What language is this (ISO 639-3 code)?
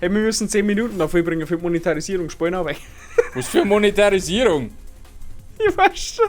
bar